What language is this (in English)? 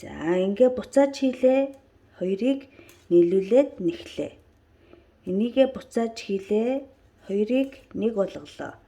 Mongolian